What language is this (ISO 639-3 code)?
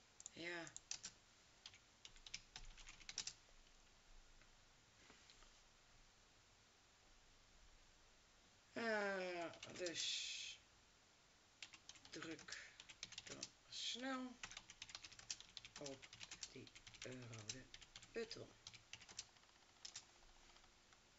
nld